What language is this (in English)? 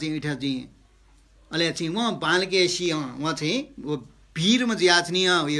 Newari